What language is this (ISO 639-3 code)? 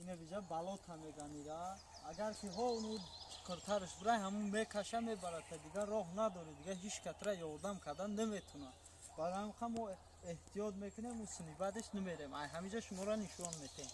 tgk